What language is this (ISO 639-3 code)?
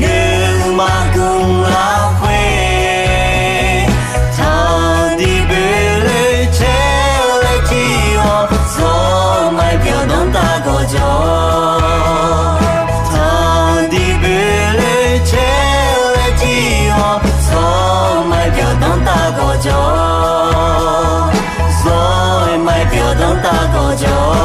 ahk